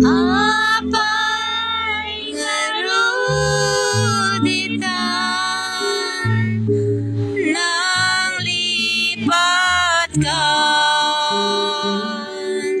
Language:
Iloko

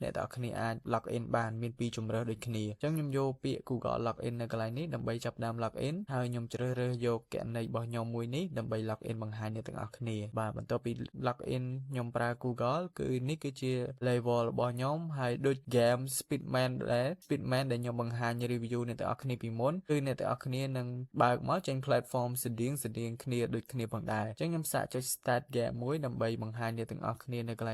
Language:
Khmer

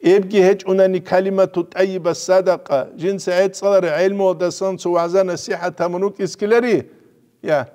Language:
Avaric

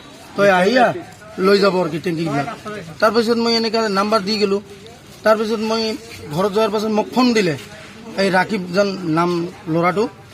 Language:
Assamese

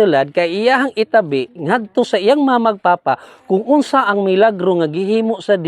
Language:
Cebuano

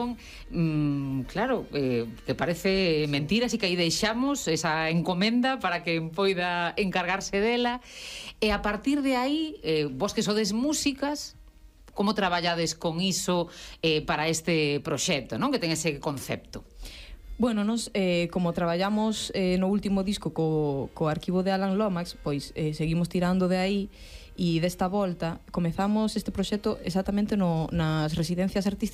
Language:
Galician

